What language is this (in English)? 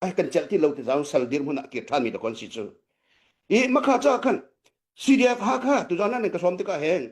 Hakha Chin